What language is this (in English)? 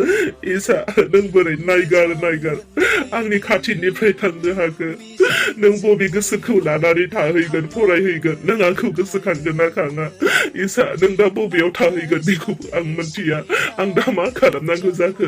Bodo